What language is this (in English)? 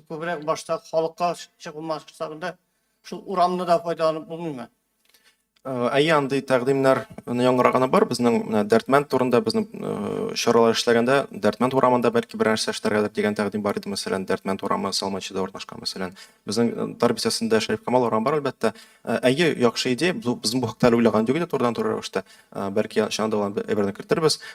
Tatar